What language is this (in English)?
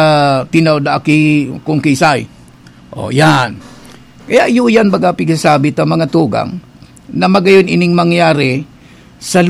Bikol